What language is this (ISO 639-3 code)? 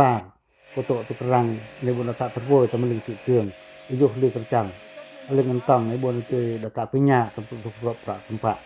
pac